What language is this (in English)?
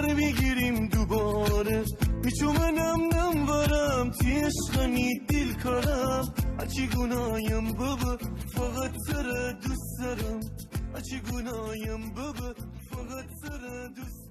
Gilaki